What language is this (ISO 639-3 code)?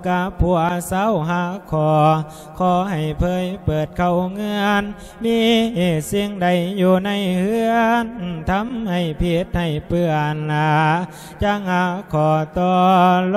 lao